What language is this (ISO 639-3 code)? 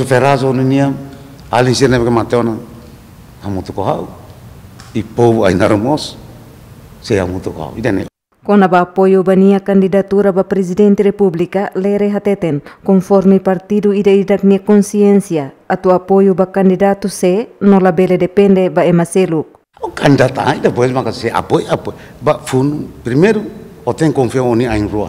tet